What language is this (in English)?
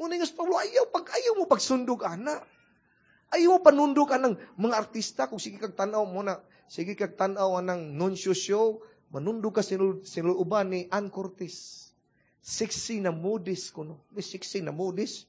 Cebuano